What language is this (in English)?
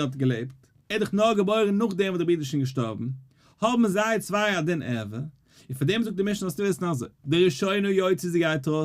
Yiddish